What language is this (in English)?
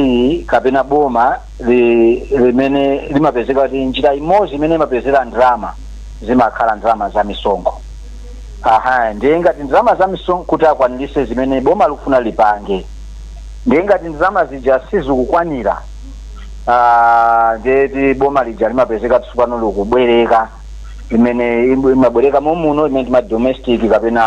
Nyanja